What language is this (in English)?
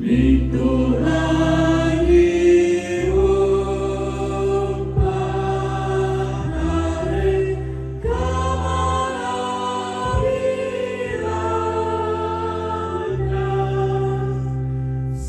Toraja-Sa'dan